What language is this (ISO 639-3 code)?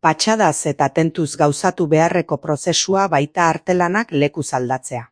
eus